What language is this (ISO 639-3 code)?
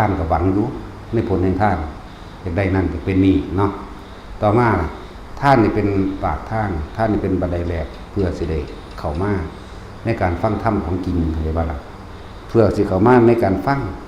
tts